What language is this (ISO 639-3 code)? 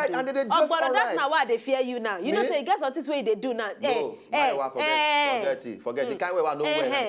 pcm